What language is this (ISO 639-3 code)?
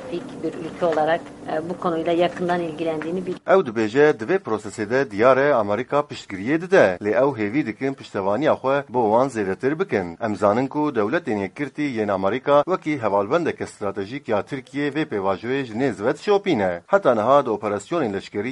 kur